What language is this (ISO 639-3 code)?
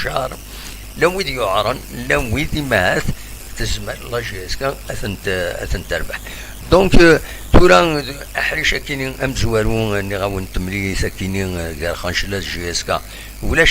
kab